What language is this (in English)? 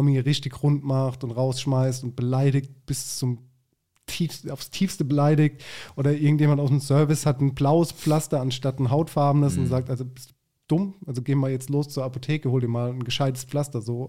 German